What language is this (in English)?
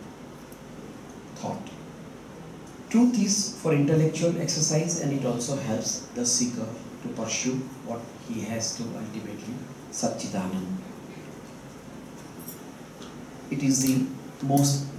English